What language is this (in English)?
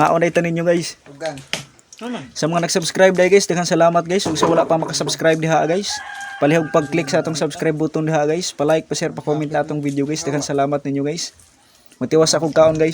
Cebuano